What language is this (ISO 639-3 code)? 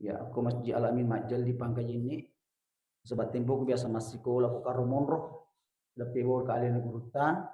bug